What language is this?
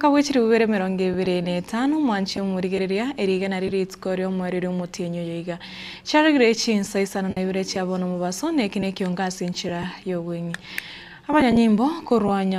Gusii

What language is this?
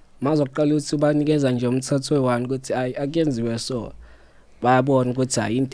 Zulu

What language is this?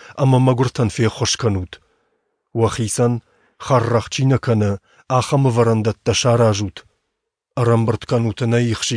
Ossetic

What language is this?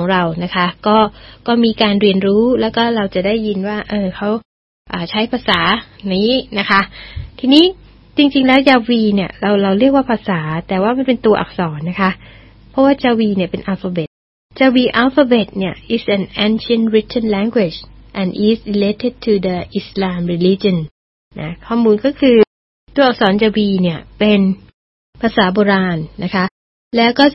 Thai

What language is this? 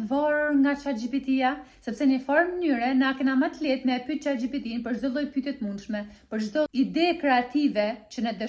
Albanian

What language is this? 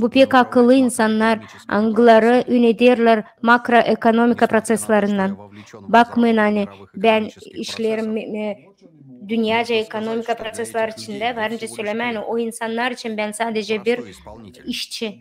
Gagauz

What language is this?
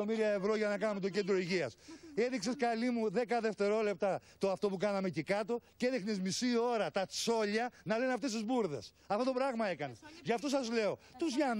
Greek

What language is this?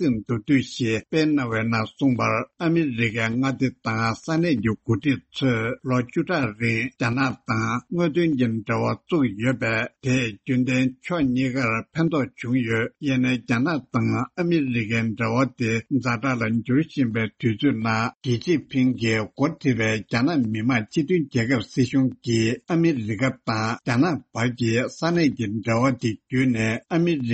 Tibetan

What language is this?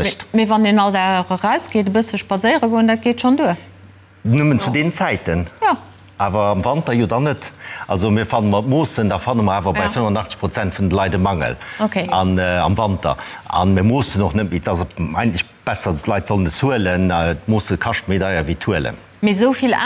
Luxembourgish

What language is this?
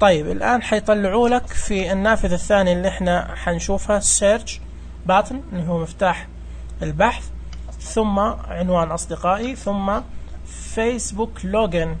Najdi Arabic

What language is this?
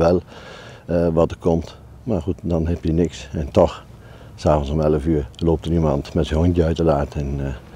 Dutch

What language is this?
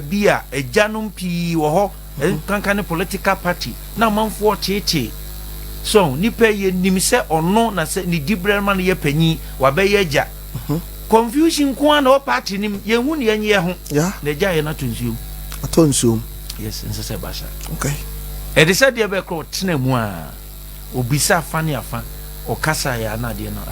Akan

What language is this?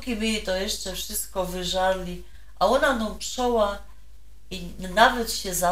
Silesian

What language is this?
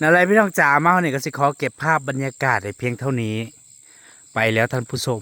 Northeastern Thai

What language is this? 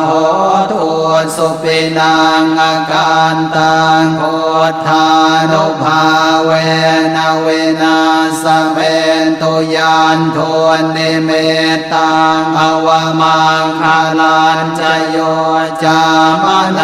Pali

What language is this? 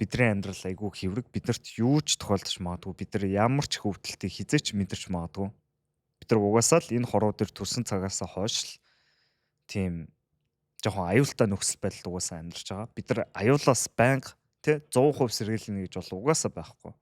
Mongolian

